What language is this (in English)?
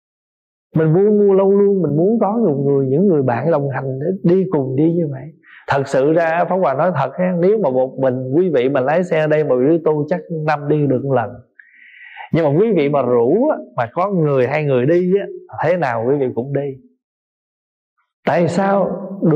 Vietnamese